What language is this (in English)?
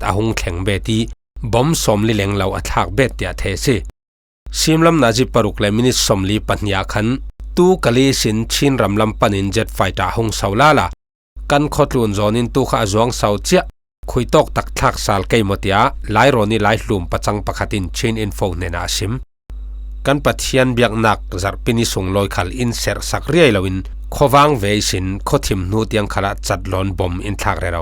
Falam Chin